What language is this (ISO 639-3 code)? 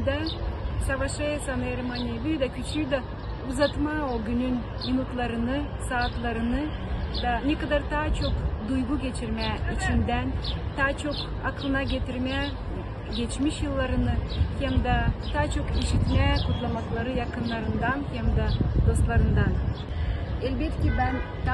gag